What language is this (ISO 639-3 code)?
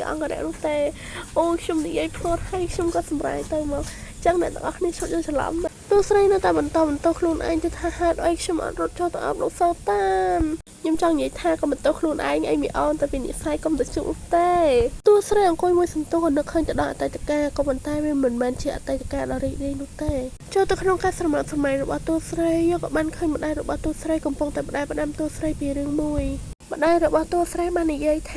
khm